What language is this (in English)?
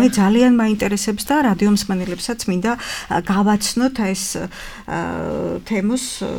Georgian